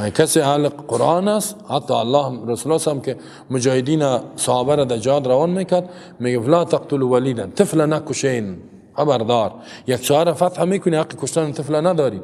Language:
Persian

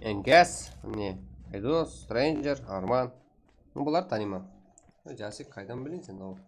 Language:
Kara-Kalpak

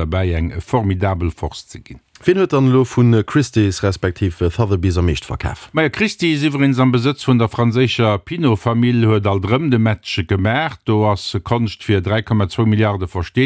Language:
Luxembourgish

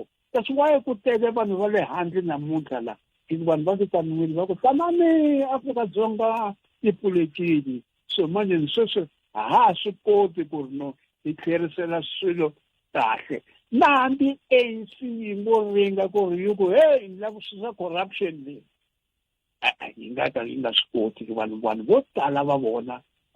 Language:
Tsonga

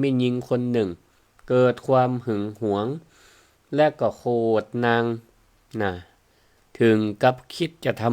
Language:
Northern Thai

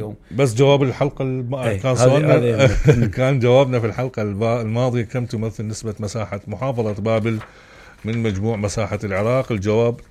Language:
Mesopotamian Arabic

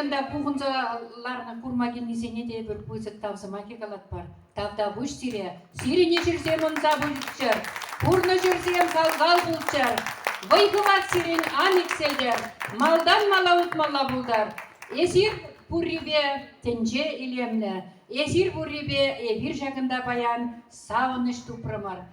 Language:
Chuvash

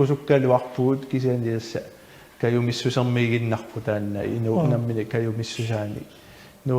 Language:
Kalaallisut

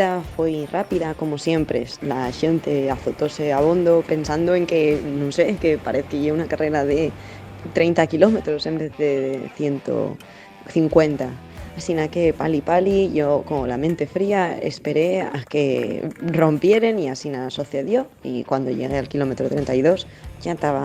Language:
Asturian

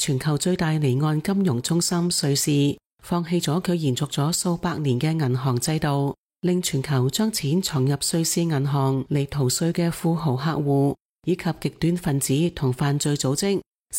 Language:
Cantonese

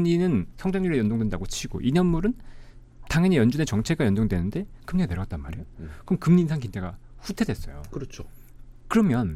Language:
Korean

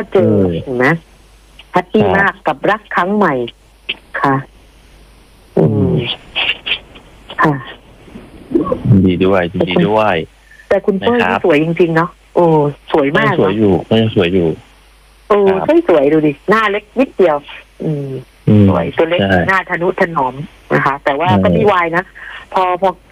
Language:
Thai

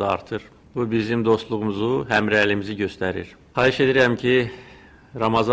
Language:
Azerbaijani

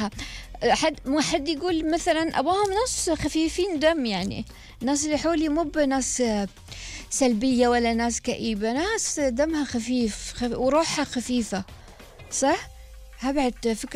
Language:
Gulf Arabic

